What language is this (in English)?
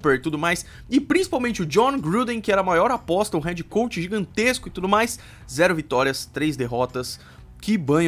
Portuguese